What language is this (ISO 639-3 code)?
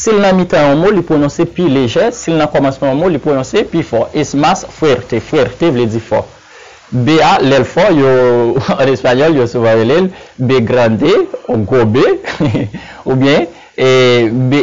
hat